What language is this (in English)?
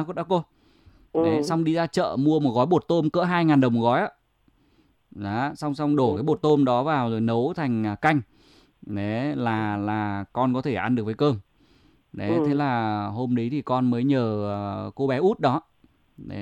Vietnamese